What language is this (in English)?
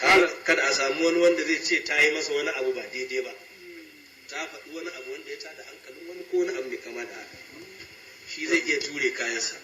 Hausa